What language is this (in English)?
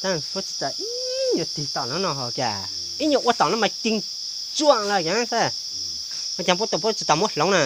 Hmong